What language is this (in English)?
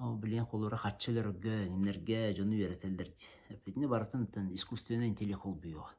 Yakut